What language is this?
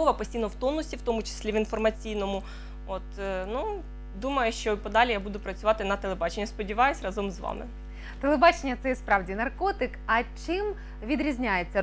Ukrainian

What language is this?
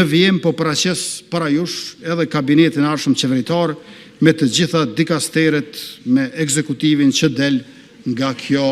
Albanian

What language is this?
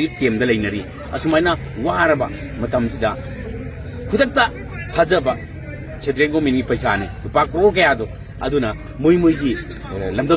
Manipuri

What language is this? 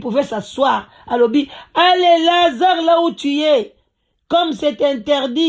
Lingala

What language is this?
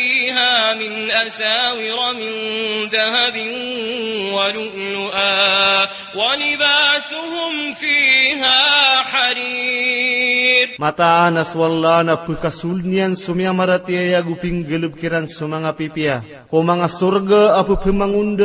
Maranao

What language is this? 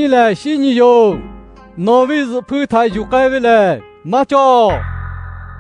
Lahu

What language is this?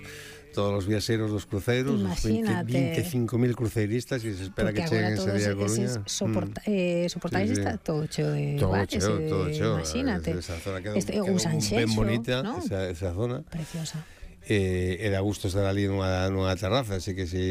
Galician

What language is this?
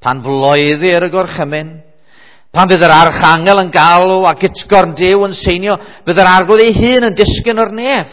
Welsh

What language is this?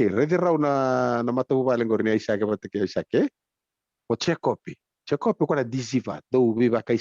Fijian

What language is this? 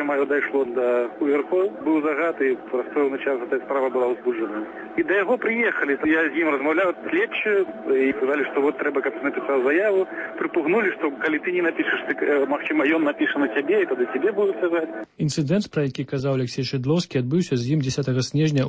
Belarusian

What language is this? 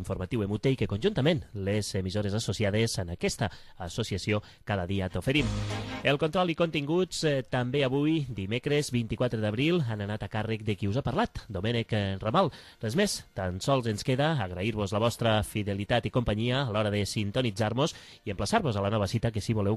Catalan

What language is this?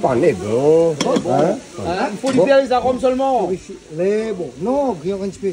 Réunion Creole French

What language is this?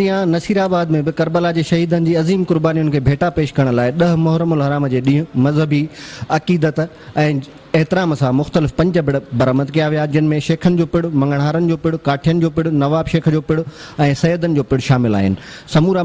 Sindhi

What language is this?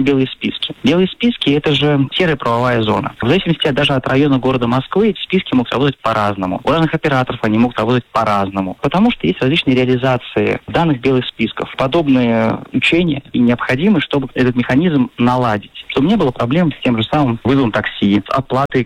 Russian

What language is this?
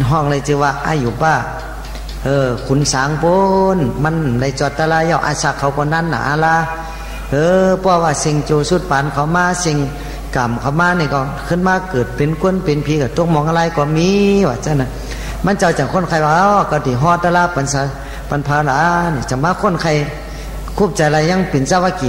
Shan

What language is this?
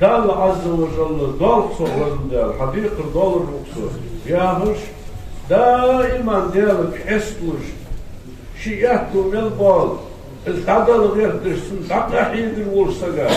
Ingush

